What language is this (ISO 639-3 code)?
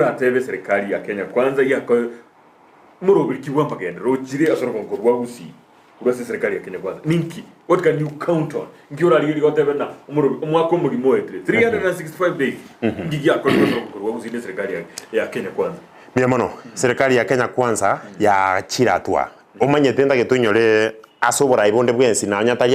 guz